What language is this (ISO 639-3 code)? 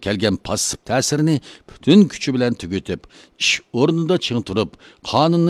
uig